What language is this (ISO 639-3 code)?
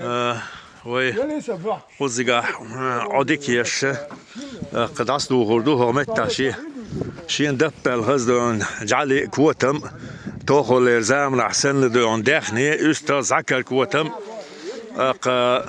che